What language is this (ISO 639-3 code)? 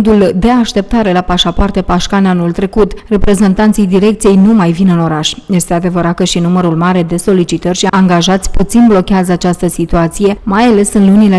ron